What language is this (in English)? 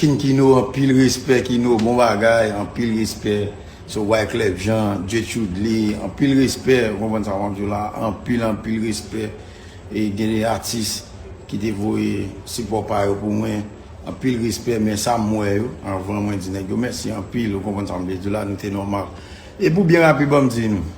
Haitian Creole